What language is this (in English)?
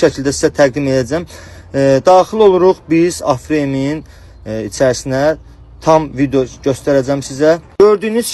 Azerbaijani